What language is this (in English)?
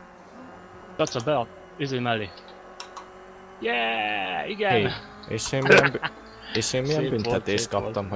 Hungarian